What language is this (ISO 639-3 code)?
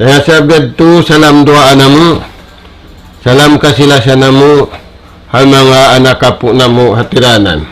tsg